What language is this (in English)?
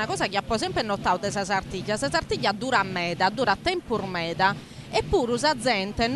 Sardinian